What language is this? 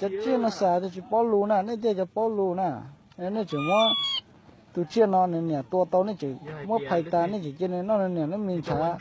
Hmong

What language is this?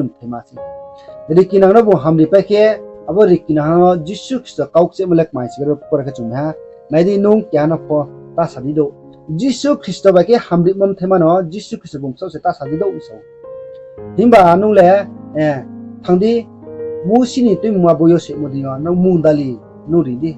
Riang (India)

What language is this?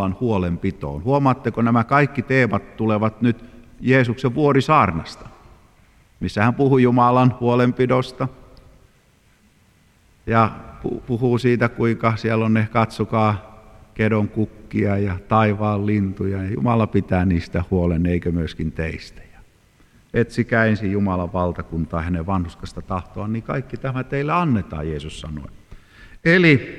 Finnish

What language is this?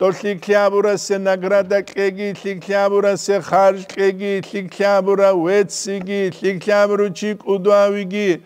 Avaric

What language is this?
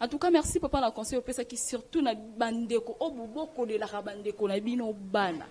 Lingala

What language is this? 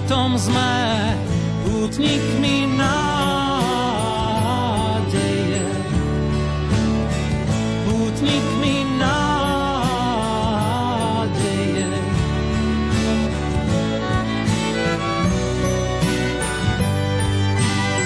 Slovak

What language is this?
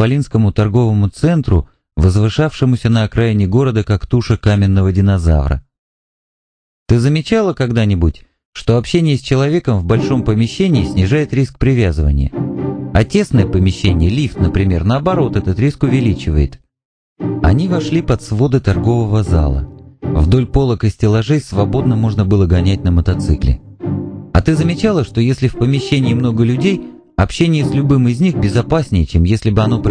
Russian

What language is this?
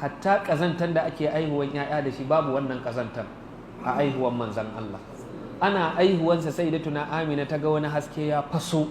Hausa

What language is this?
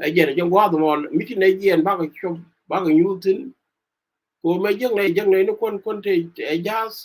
Nuer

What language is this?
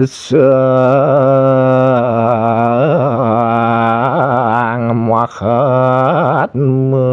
Balinese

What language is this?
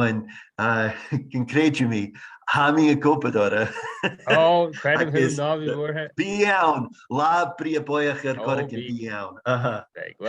Irish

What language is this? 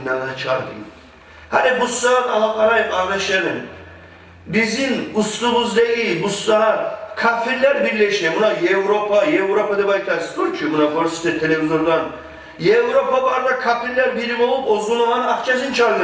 Kumyk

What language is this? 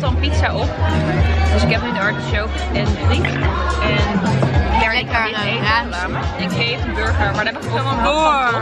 Dutch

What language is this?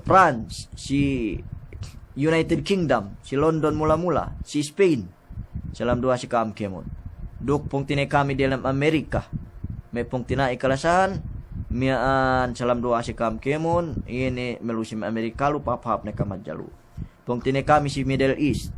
Yakan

